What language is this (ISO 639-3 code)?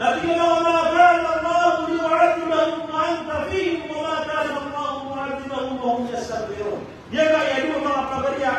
mrw